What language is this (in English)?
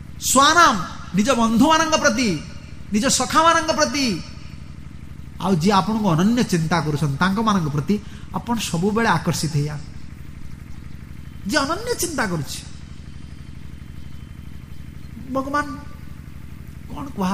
Odia